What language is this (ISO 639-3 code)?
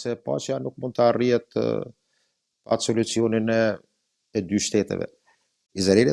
sqi